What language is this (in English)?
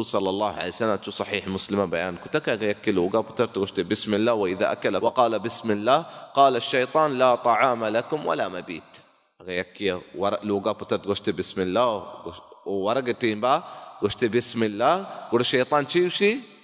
Baluchi